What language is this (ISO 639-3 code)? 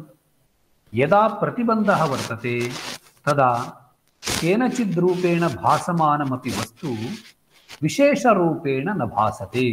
san